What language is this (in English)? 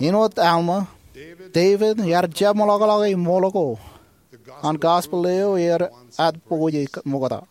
Marshallese